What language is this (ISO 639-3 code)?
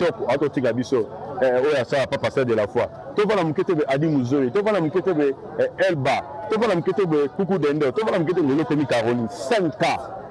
lin